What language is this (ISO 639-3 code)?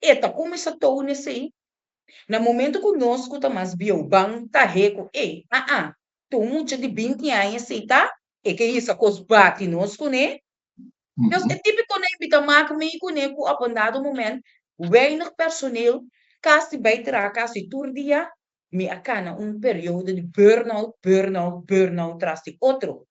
pap